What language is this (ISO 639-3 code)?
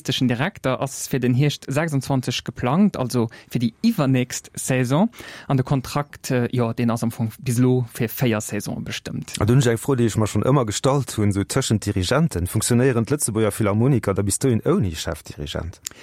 ltz